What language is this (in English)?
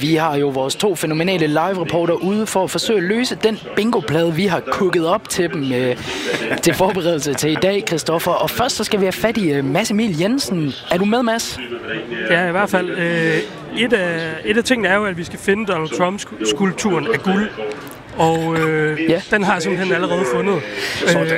Danish